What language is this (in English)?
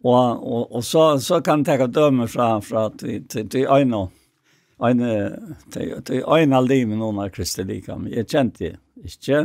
Faroese